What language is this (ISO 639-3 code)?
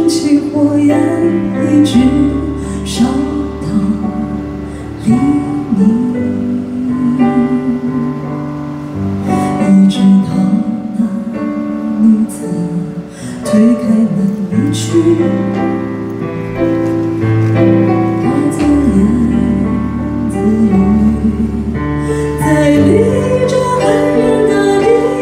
zho